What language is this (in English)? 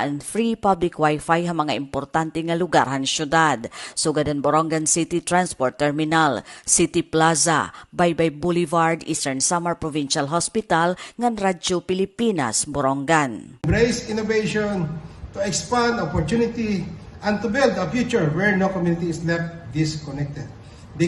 Waray